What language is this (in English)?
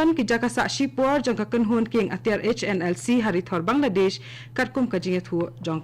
Khasi